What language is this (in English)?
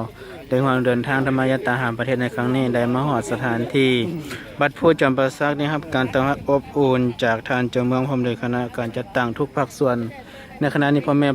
Lao